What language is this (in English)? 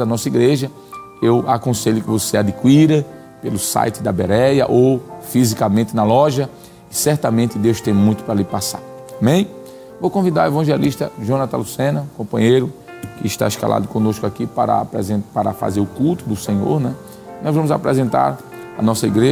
Portuguese